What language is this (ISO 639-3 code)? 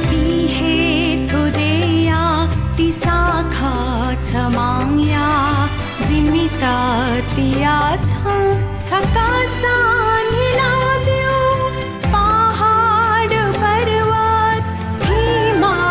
new